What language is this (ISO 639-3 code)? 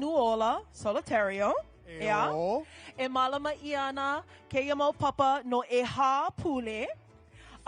haw